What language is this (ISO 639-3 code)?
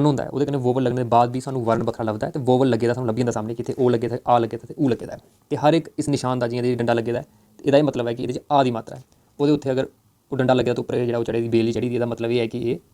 doi